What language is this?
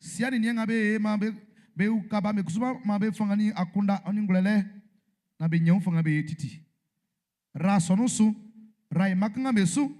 Baoulé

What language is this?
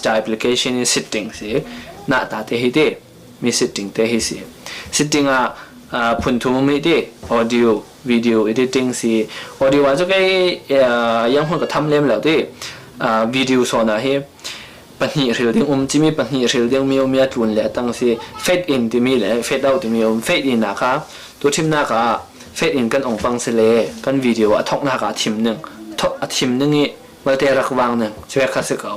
Falam Chin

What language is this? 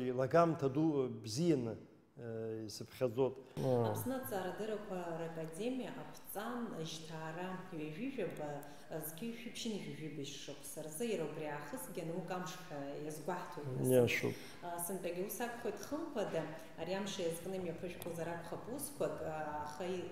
Abkhazian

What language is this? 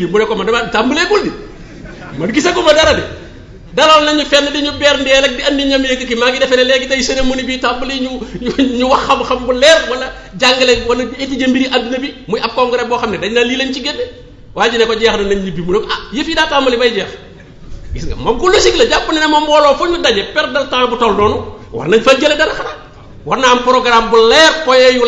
Wolof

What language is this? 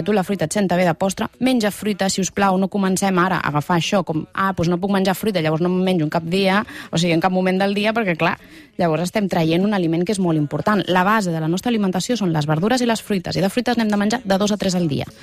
Catalan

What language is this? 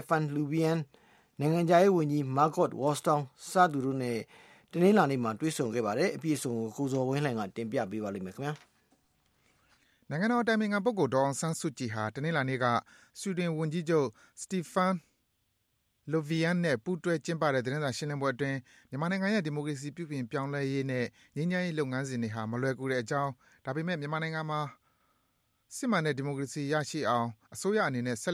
Burmese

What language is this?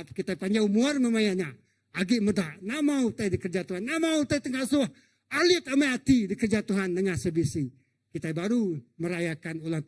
Iban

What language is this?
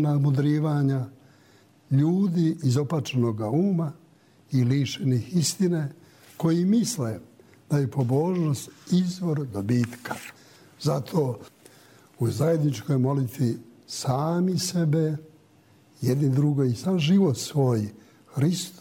Croatian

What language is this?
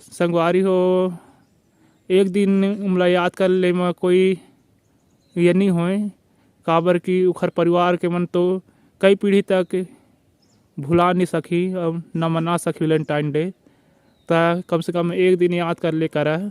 Chhattisgarhi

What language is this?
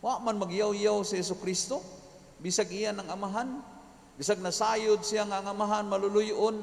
Cebuano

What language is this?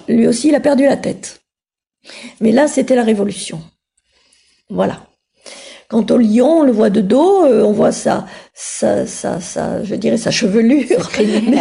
French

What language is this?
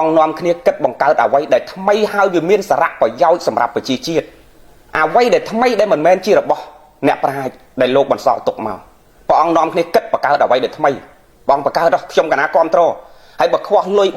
Khmer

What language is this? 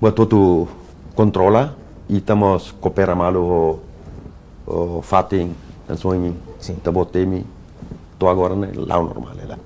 Tetum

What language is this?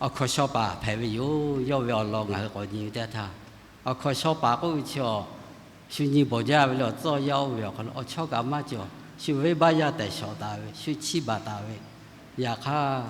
Lahu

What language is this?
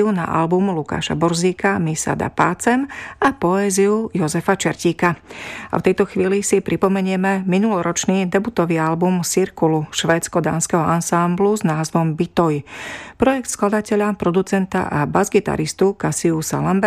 Slovak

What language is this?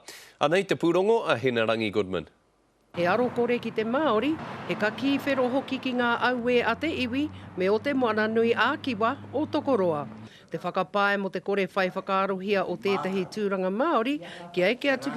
Māori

